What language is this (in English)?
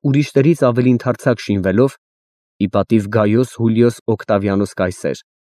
Armenian